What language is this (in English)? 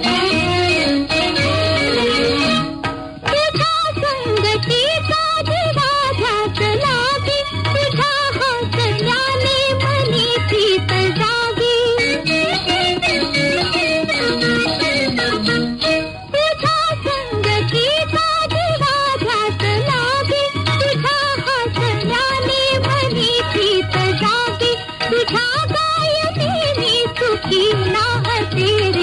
Marathi